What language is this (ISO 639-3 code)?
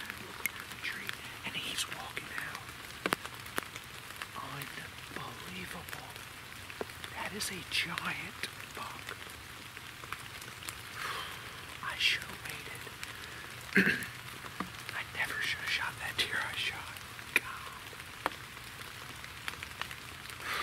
eng